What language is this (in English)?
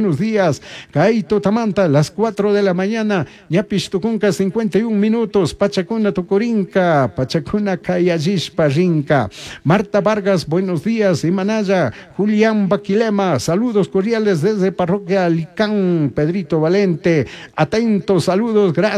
Chimborazo Highland Quichua